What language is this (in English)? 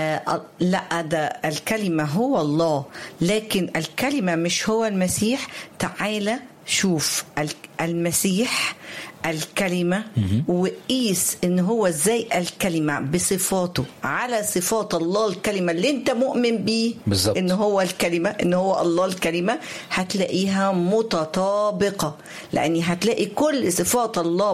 Egyptian Arabic